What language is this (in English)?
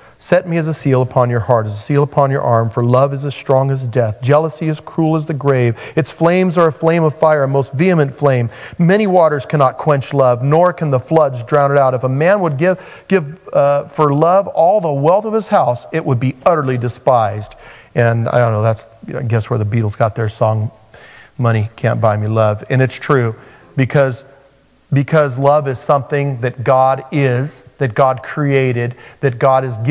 English